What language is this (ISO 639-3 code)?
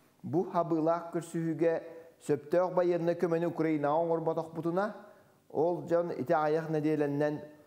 sah